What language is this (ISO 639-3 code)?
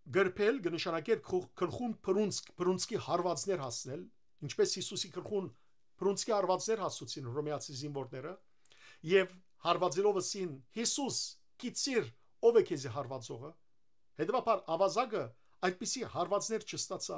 hyw